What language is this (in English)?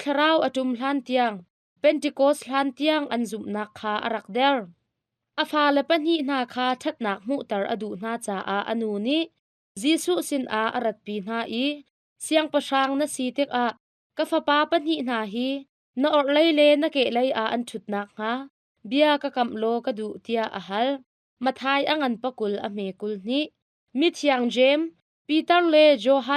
Hakha Chin